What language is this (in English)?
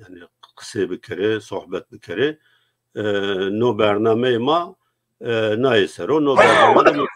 Zaza